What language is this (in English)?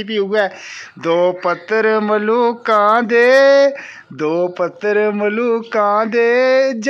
Dogri